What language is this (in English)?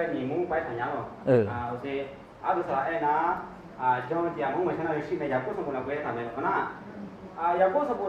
Akha